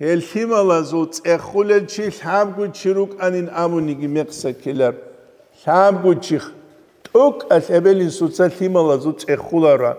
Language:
Avaric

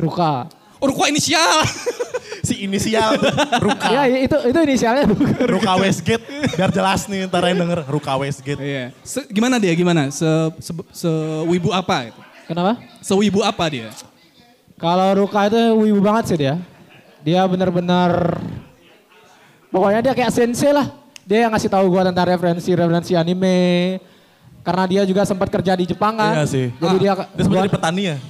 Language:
Indonesian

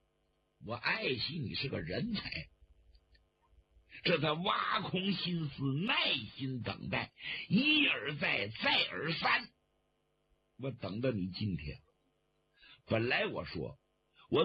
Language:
Chinese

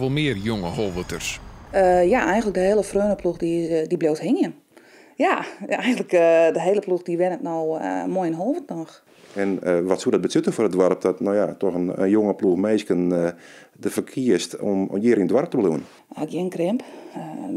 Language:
Western Frisian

